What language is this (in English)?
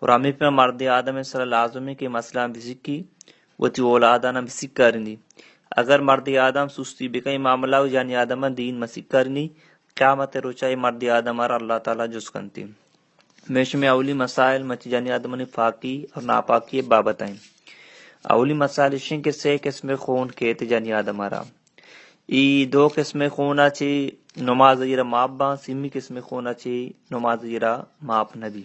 Baluchi